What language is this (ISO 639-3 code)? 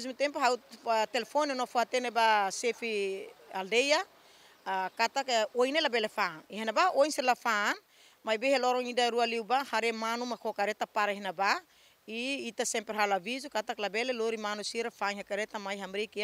tet